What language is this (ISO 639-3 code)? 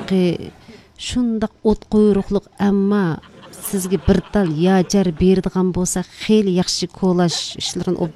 uig